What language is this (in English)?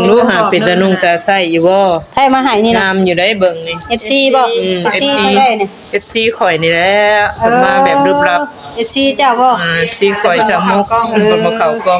Northeastern Thai